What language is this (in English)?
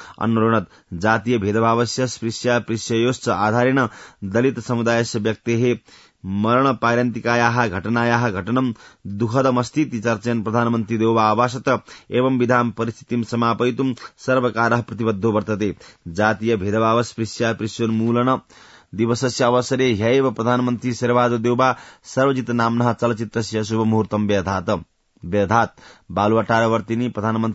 Sanskrit